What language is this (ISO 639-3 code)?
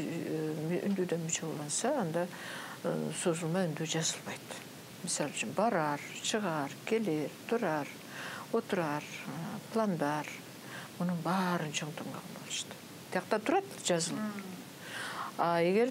kir